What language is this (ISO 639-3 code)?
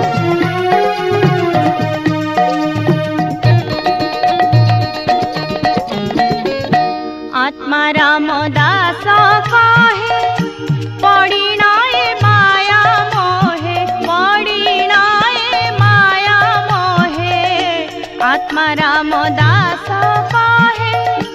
ori